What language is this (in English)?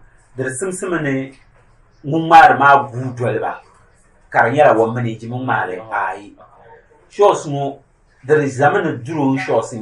Dagbani